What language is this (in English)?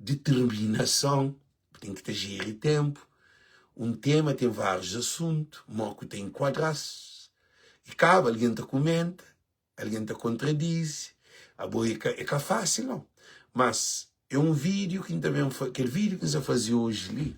Kabuverdianu